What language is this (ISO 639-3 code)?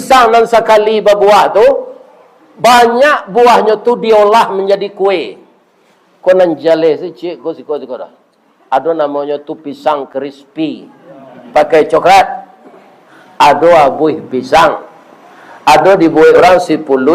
min